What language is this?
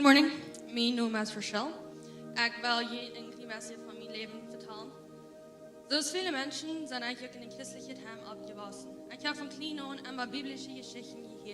Plautdietsch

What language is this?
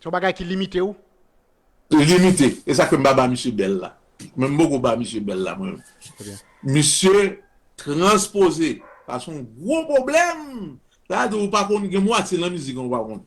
Haitian Creole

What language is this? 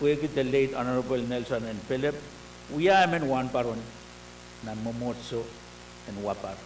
Pohnpeian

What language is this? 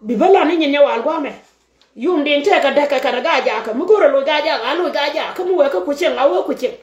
Nuer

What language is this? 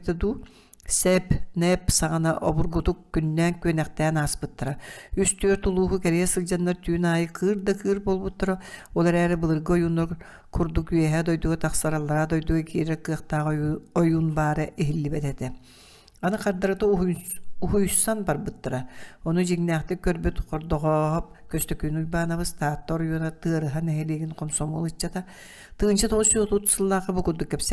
Yakut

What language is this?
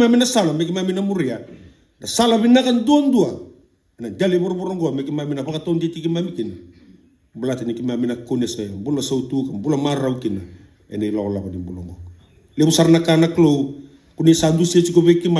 Fijian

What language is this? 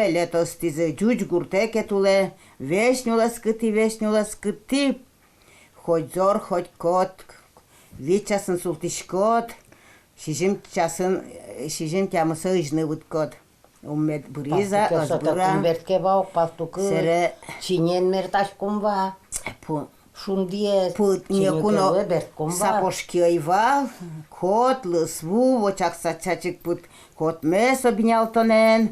Udmurt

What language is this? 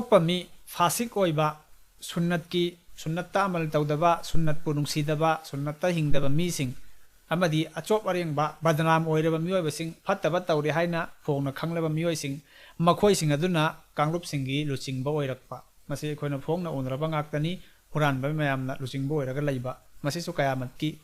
Manipuri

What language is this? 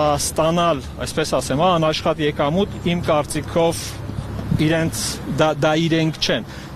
Armenian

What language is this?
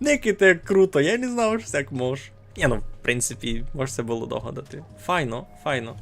Rusyn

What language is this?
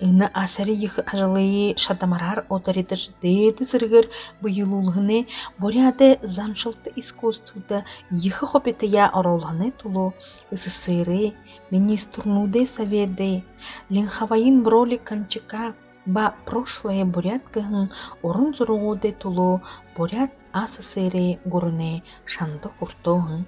Buriat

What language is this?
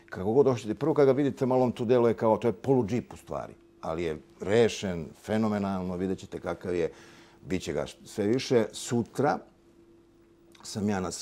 Serbian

